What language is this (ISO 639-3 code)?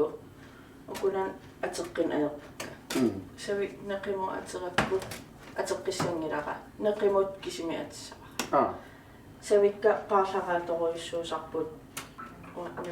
kal